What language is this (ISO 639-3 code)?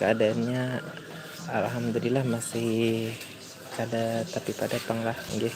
bjn